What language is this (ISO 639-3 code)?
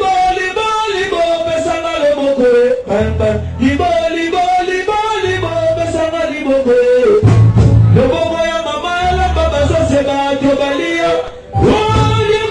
lin